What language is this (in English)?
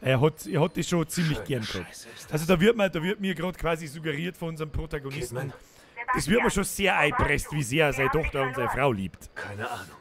Bavarian